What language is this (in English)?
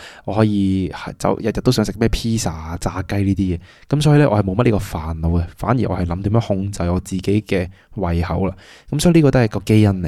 Cantonese